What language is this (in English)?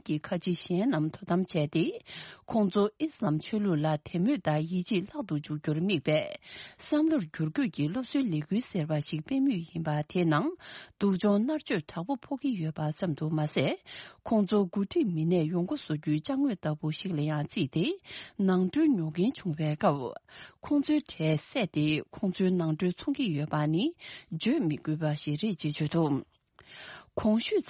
Tibetan